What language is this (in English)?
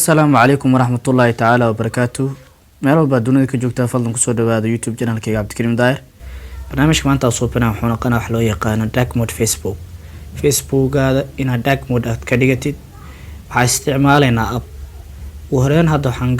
Somali